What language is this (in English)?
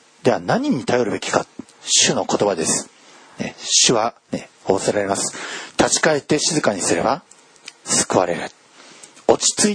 Japanese